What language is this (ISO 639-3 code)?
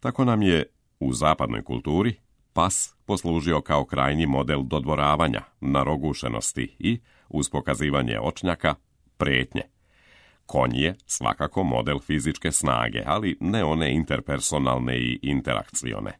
srp